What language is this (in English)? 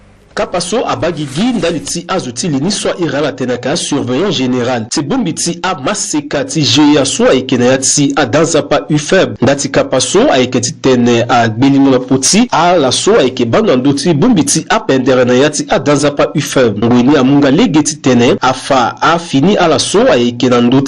Sango